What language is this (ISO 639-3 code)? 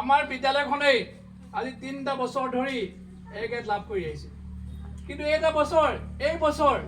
asm